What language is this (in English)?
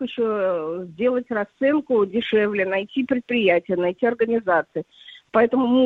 Russian